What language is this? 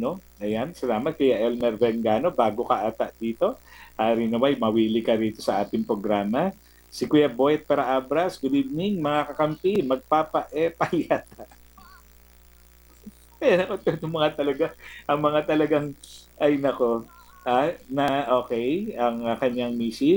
Filipino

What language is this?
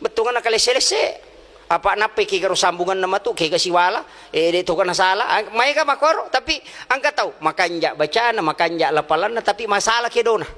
Buginese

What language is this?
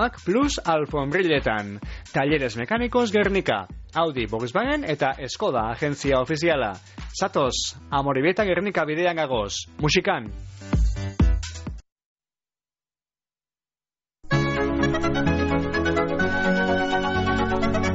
Basque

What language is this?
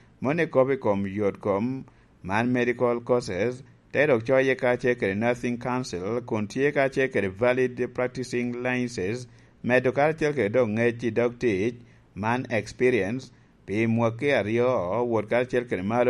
Lango (Uganda)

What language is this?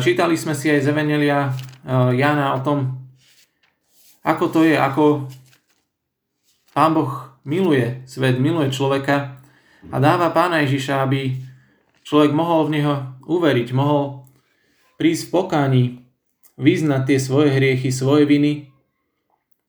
Slovak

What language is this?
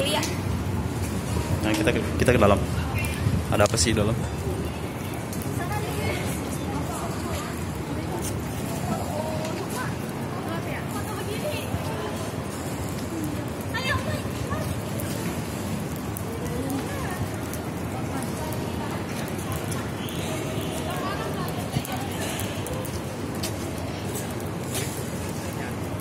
Indonesian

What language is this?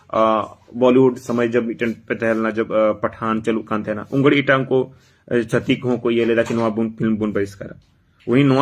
Santali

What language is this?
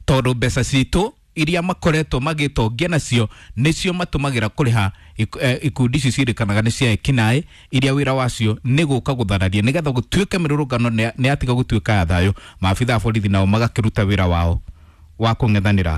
Kikuyu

